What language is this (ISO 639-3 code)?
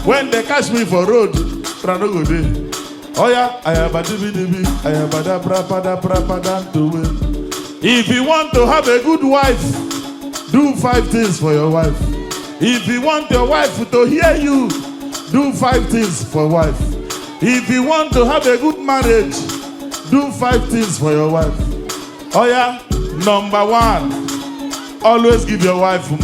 pcm